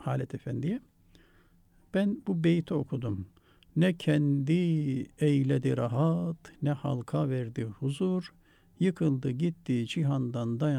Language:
Turkish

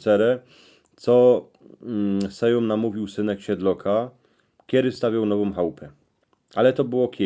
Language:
Silesian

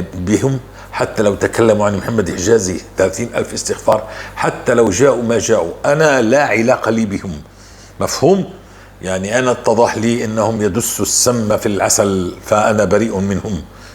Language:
North Levantine Arabic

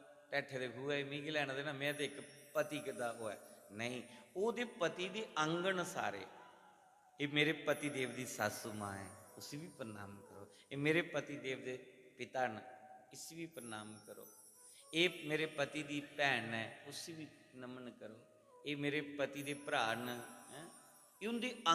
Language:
Dogri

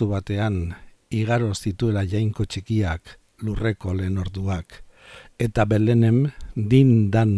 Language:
Basque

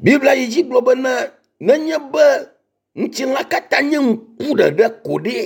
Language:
Ewe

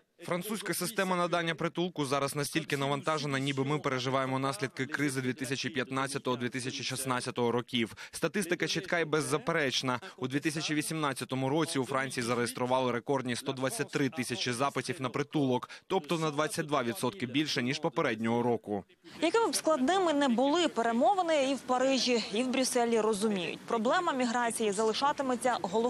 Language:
Ukrainian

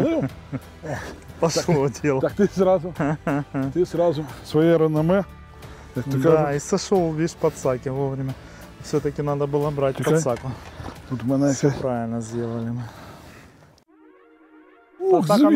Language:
Ukrainian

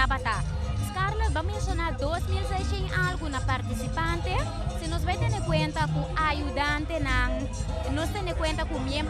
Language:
Papiamento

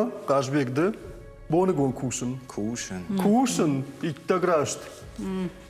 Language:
Ossetic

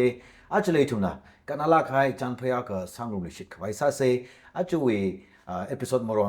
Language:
Tangkhul Naga (India)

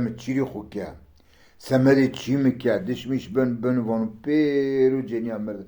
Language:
Zaza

